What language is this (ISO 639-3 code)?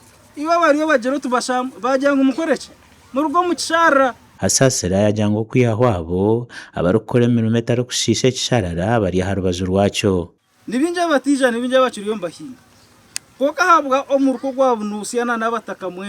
nyn